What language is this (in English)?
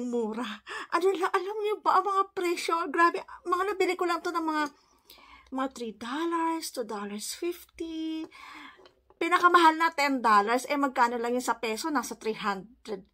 Filipino